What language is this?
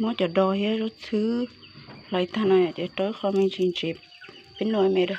Hmong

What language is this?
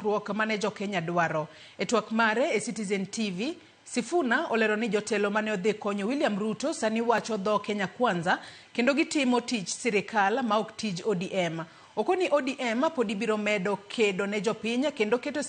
Luo (Kenya and Tanzania)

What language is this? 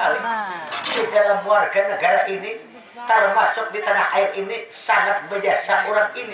Banjar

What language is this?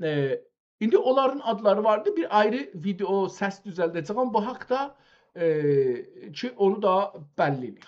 South Azerbaijani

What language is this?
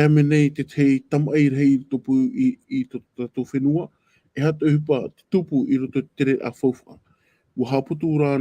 Tahitian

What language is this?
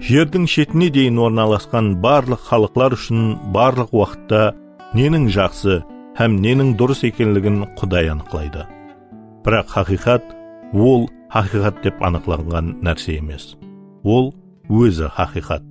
Kara-Kalpak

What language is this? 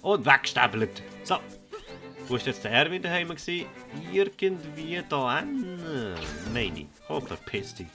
Swiss German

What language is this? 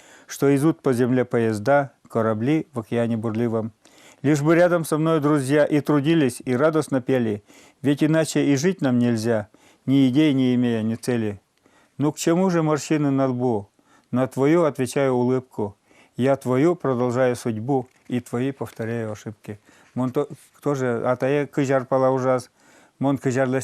Udmurt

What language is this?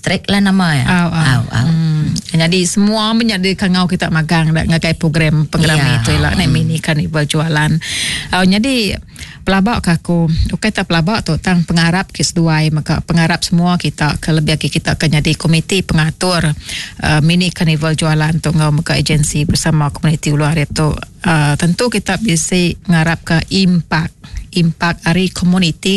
Iban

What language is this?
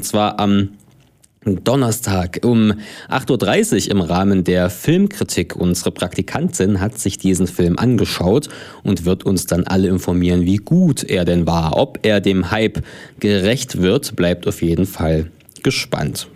German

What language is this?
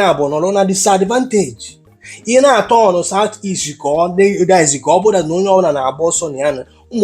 Igbo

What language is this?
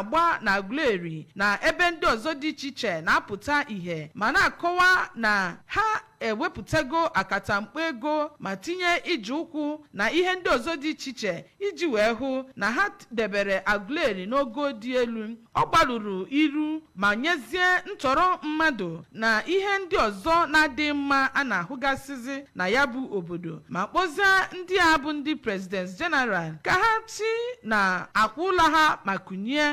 Igbo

